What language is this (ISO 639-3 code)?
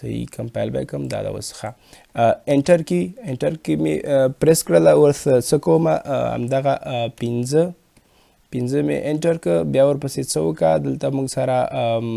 pus